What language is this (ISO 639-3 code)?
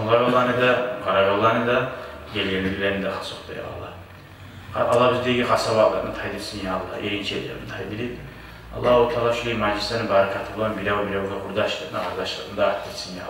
kum